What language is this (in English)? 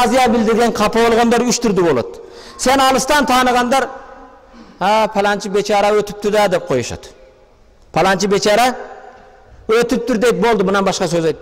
Kyrgyz